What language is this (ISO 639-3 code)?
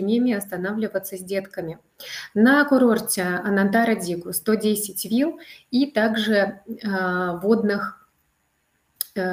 rus